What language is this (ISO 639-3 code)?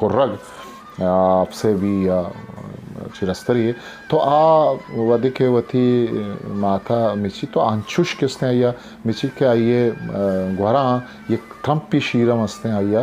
bgp